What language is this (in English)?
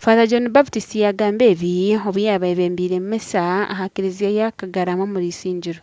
Nyankole